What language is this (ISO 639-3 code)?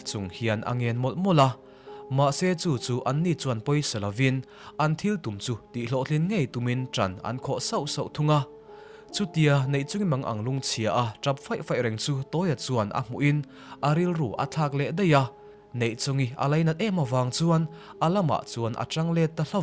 lus